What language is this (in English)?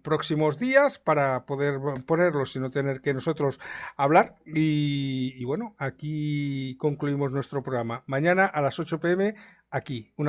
Spanish